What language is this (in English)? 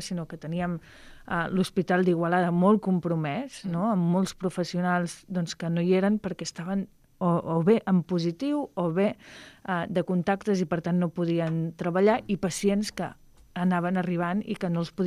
Catalan